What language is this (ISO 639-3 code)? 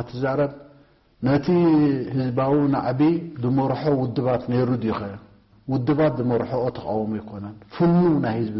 tir